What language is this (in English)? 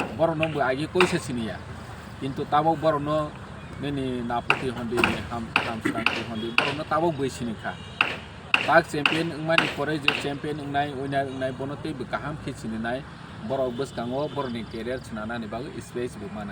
Kok Borok